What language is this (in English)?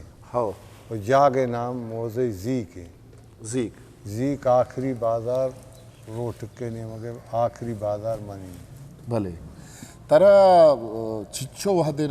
Eastern Balochi